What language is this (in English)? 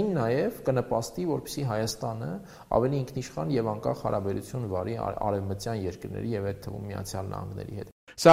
Armenian